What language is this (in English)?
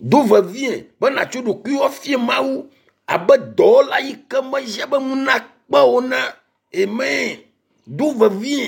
Ewe